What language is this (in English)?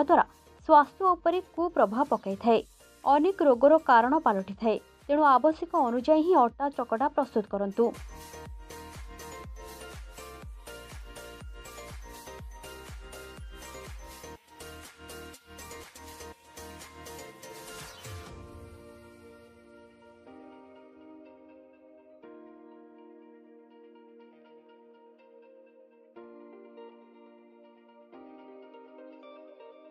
Odia